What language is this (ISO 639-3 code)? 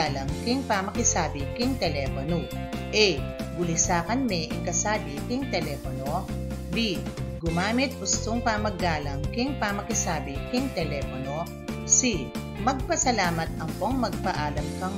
pam